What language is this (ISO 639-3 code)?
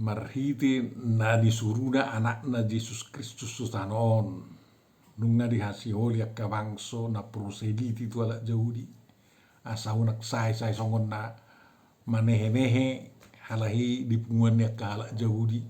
bbc